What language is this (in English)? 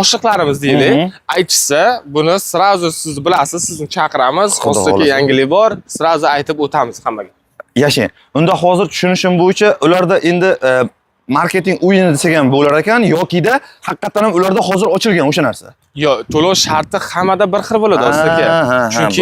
Uzbek